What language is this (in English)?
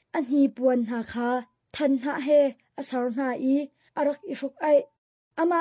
Hakha Chin